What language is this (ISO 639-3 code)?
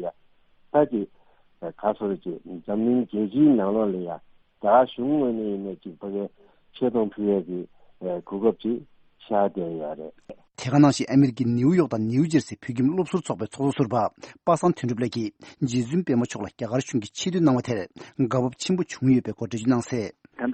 bod